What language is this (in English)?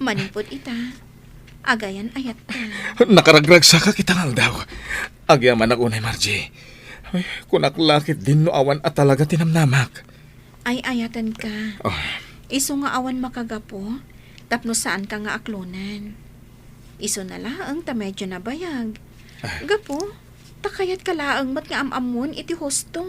Iloko